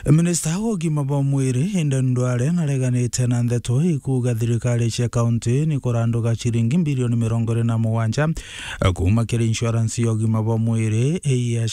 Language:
Meru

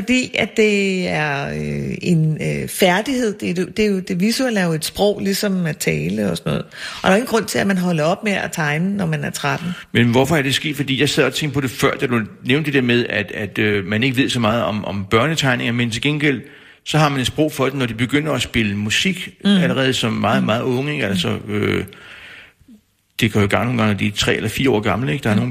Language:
Danish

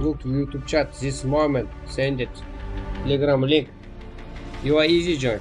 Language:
Kara-Kalpak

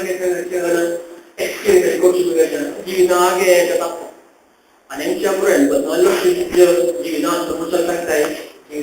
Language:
Konkani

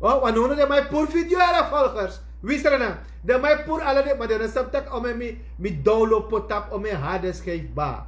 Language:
Sranan Tongo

